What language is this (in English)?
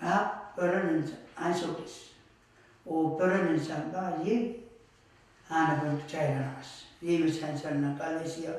Pohnpeian